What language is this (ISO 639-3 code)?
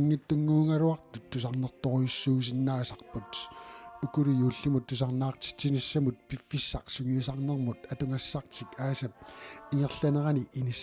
kal